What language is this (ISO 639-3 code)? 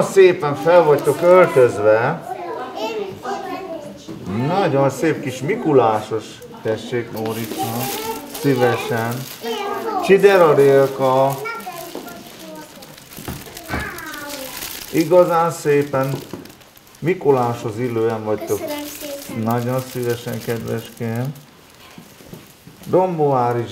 hun